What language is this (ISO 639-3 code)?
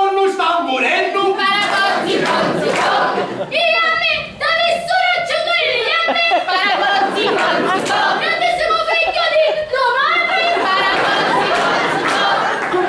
scn